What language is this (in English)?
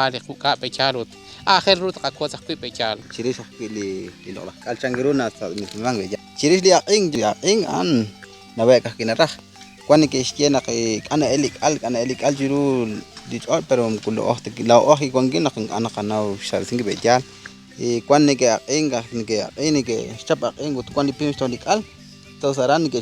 Kekchí